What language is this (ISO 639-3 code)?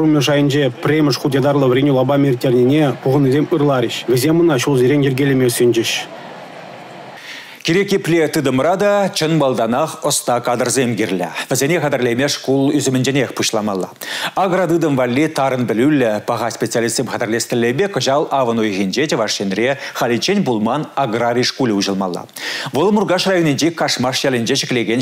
chv